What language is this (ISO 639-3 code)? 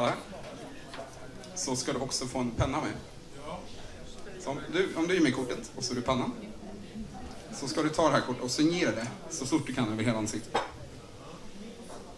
swe